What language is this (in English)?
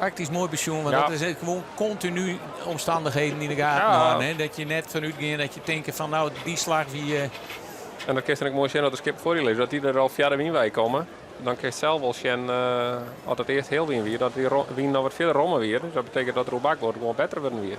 Western Frisian